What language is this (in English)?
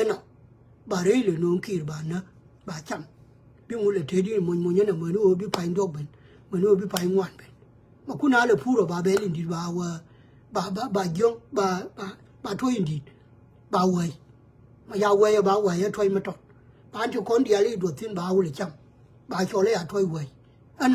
Nuer